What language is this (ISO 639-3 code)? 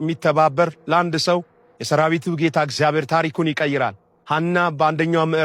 amh